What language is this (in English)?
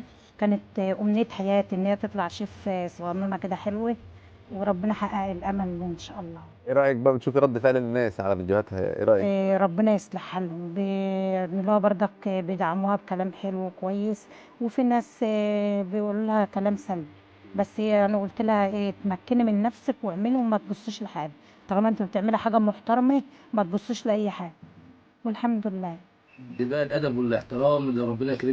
Egyptian Arabic